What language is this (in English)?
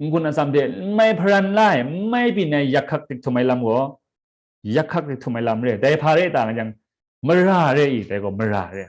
Kachin